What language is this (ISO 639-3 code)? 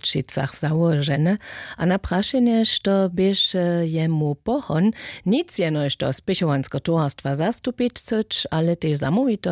hsb